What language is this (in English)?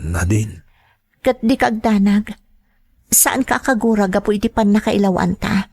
Iloko